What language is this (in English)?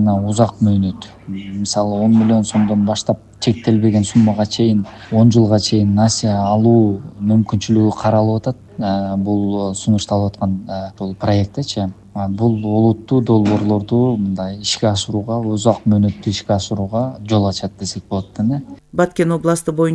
Kyrgyz